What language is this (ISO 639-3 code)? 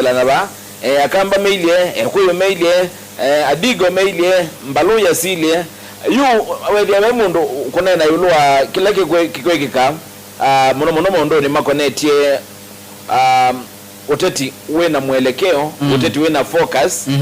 kam